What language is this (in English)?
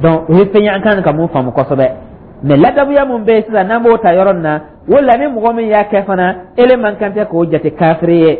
Dyula